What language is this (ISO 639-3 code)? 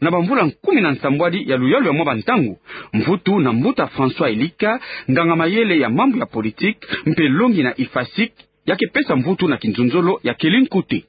ktu